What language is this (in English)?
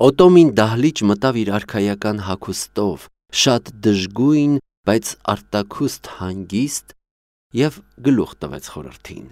Armenian